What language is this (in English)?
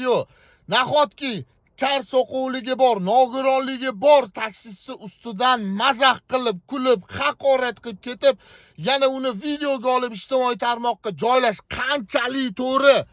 Uzbek